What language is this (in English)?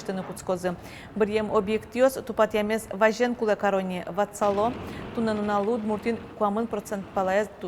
Udmurt